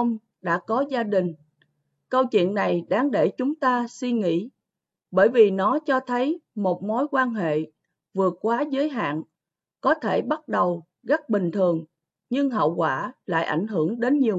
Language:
Vietnamese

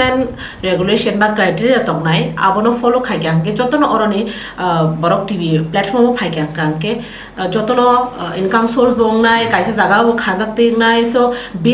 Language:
Kok Borok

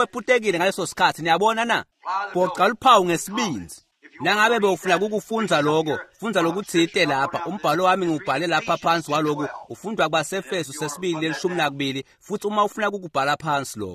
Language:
Swati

